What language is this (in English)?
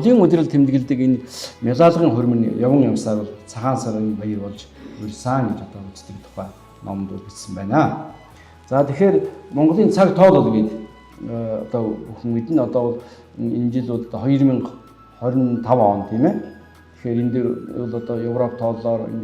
Mongolian